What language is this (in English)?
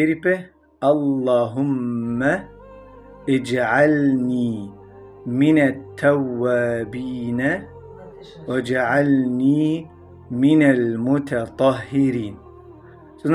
Balkan Romani